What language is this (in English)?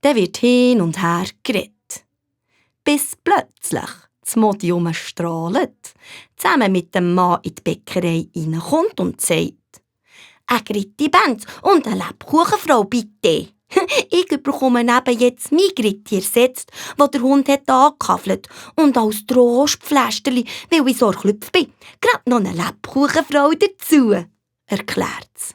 Swiss German